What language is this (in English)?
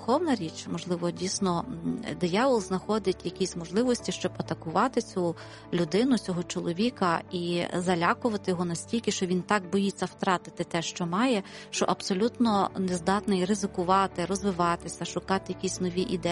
Ukrainian